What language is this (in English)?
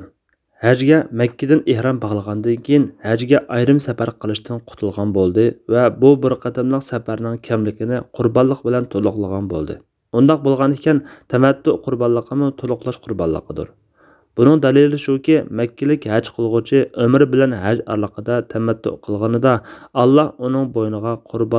Uyghur